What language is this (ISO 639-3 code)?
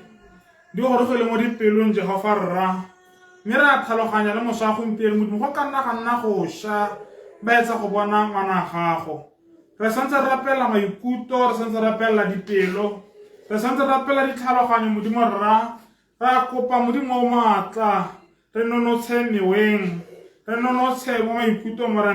tsn